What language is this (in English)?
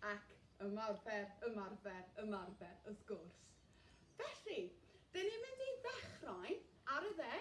Welsh